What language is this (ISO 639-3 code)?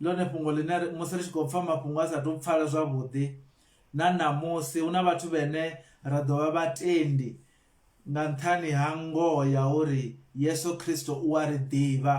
ven